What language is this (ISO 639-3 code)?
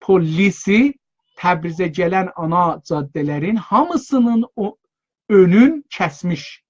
azb